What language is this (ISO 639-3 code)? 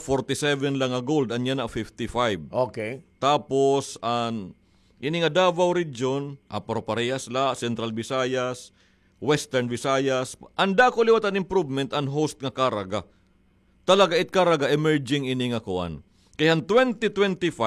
war